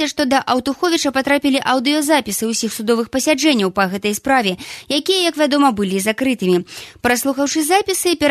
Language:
Belarusian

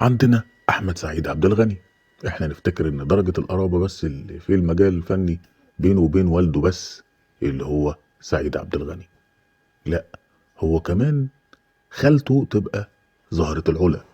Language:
Egyptian Arabic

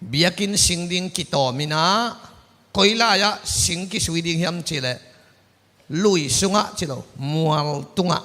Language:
Tedim Chin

